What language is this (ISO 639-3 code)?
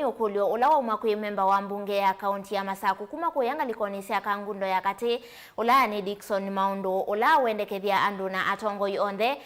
kam